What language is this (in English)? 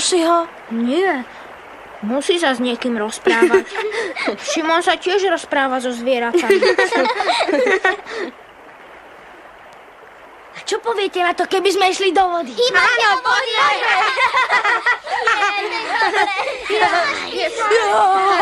Slovak